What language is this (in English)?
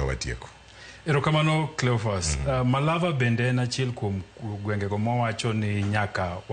Luo (Kenya and Tanzania)